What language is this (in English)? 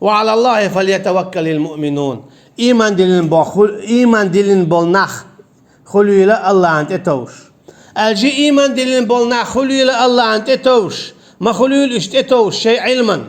Chechen